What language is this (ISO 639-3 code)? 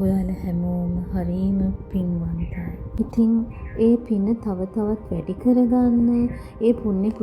sin